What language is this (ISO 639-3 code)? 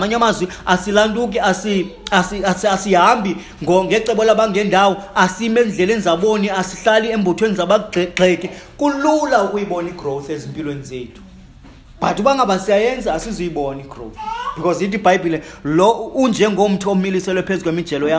xho